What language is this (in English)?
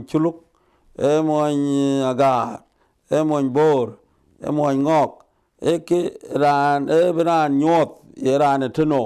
Dinka